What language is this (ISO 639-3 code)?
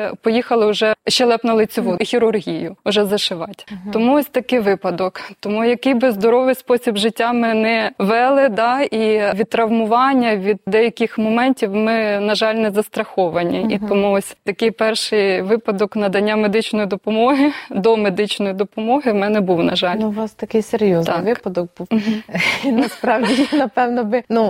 ukr